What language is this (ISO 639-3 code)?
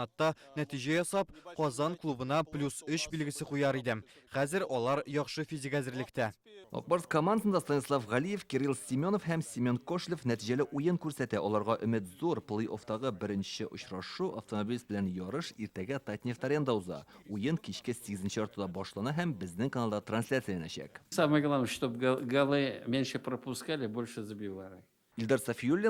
tat